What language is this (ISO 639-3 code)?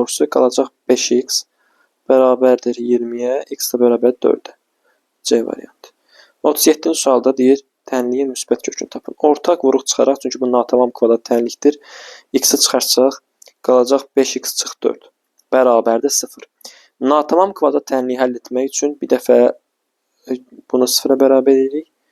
aze